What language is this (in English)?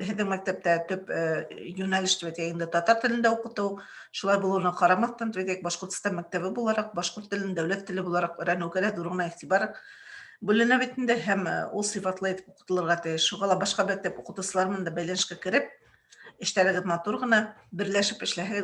Bashkir